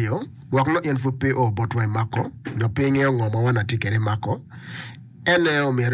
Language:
Acoli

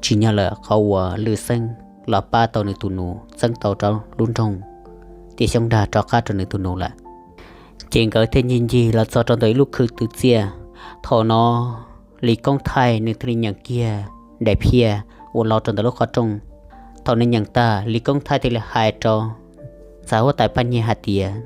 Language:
Hmong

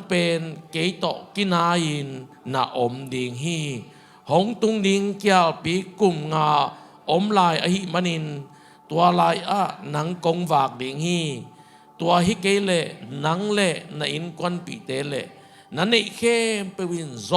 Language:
Tedim Chin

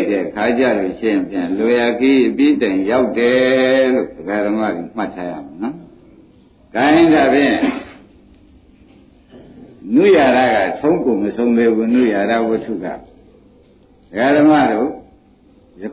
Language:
Burmese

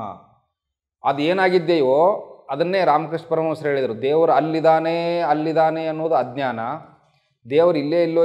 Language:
Kannada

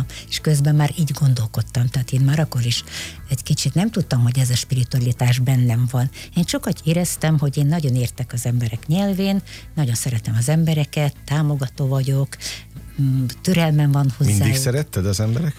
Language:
Hungarian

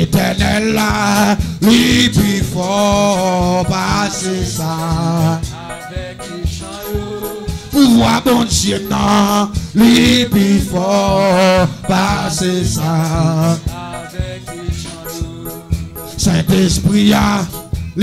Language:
French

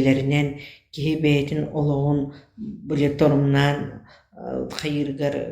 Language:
Yakut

